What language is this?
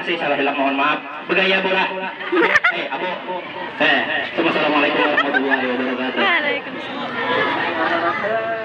Banjar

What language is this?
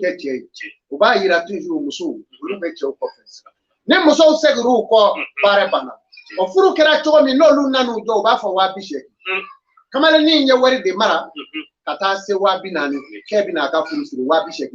Bambara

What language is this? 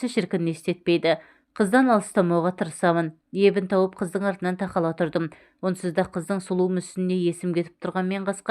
Kazakh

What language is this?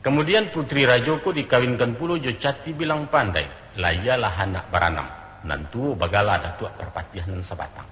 Minangkabau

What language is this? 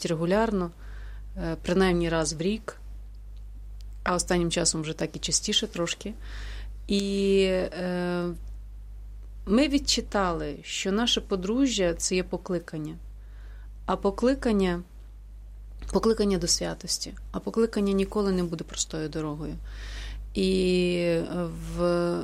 Ukrainian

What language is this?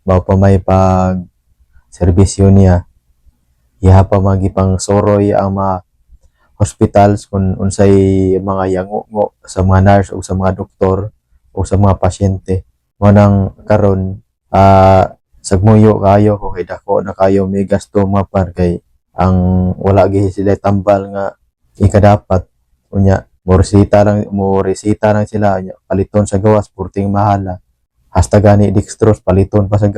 Cebuano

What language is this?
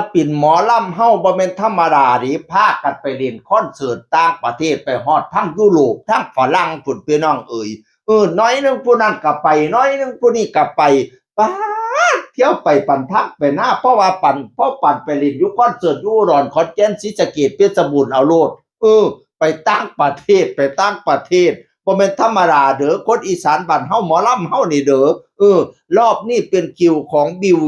Northeastern Thai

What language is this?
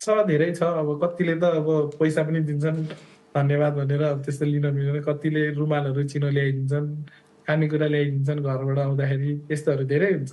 Nepali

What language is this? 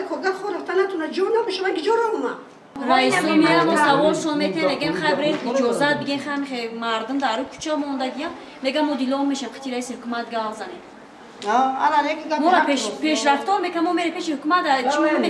Tajik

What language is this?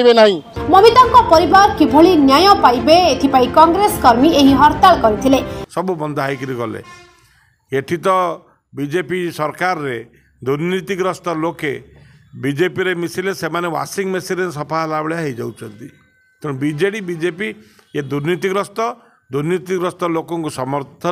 Odia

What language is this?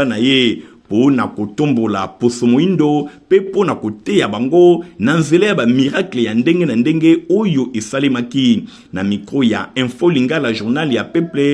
Lingala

